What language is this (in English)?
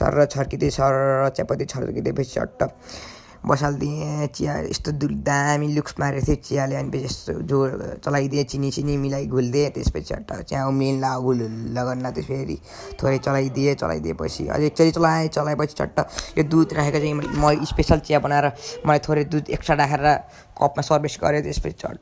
Nepali